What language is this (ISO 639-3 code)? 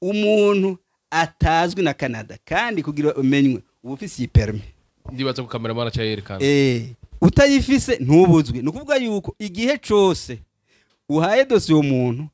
run